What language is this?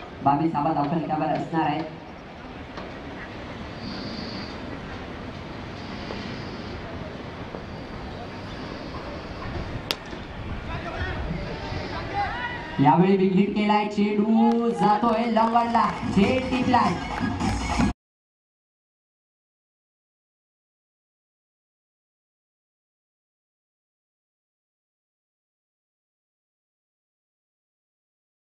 Marathi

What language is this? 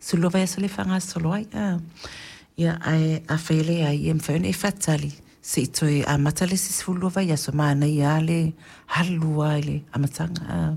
Samoan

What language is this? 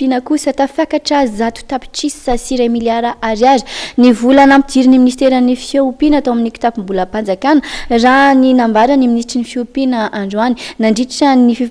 Malagasy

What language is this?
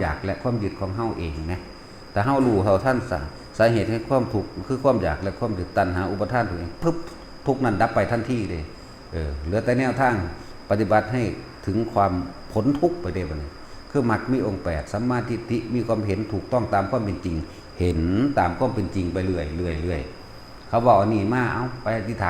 Northeastern Thai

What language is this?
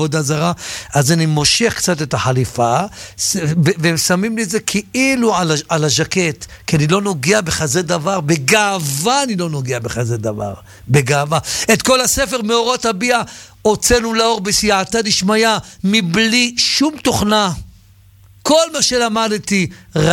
Hebrew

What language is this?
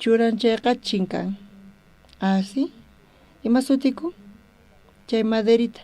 South Bolivian Quechua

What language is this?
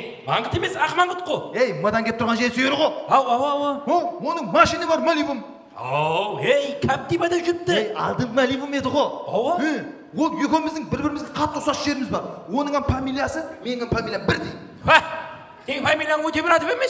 Kara-Kalpak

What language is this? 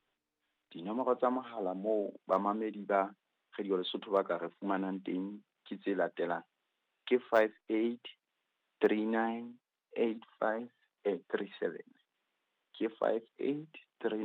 Southern Sotho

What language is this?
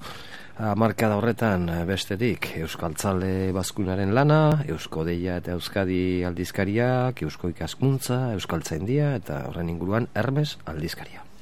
Basque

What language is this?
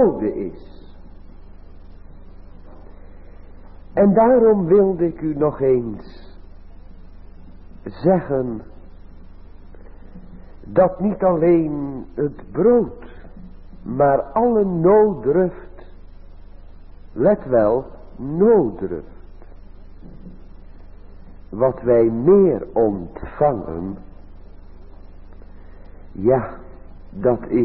Dutch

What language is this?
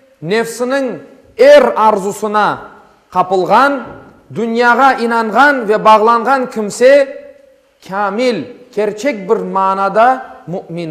Crimean Tatar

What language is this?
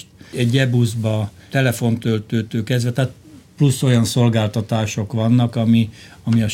Hungarian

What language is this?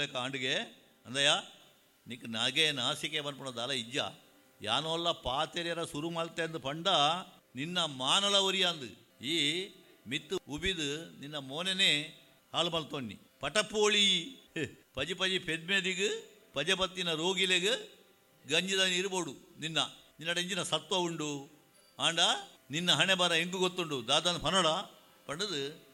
Tulu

